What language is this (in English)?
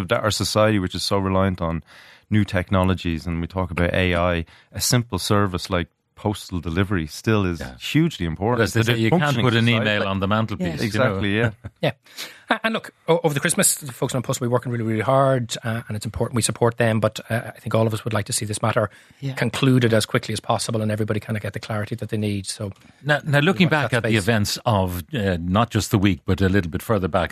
English